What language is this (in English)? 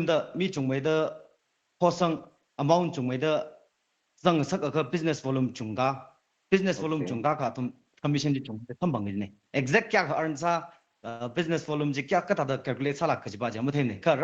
Tangkhul Naga (India)